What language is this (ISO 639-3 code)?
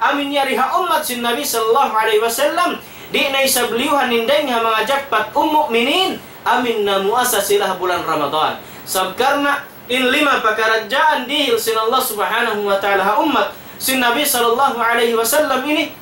tsg